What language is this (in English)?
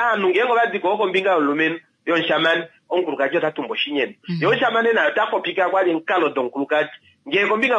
Kuanyama